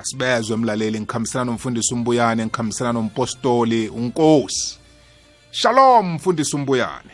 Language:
South Ndebele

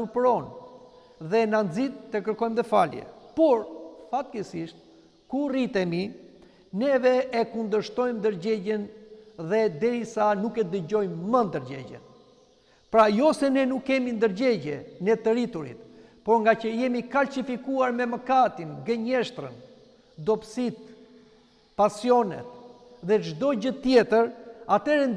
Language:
Albanian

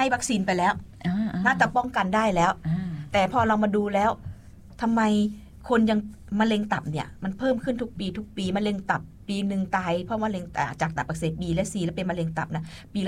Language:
Thai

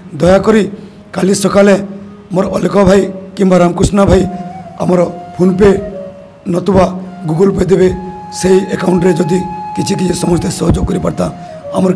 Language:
Odia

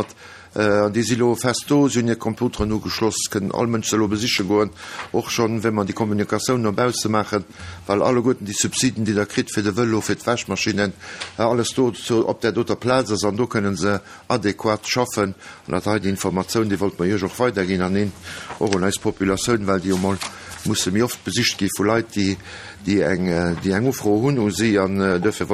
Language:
Luxembourgish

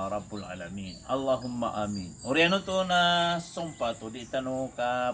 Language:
Maranao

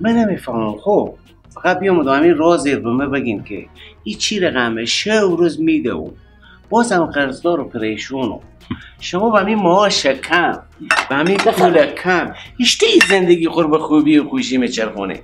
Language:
Persian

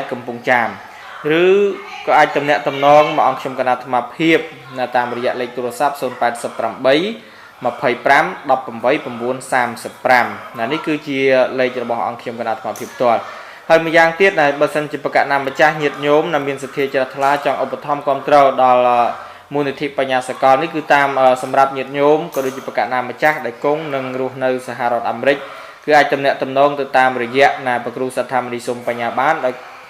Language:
Khmer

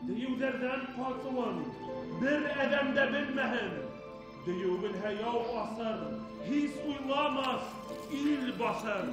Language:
Bashkir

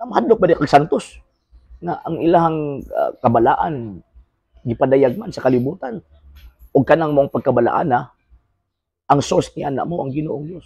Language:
Cebuano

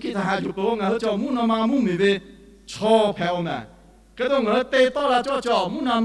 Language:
Lahu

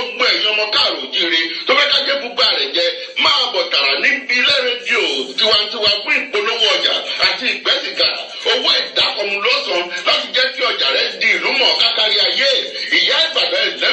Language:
Yoruba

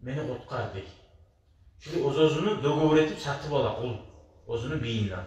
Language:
Kumyk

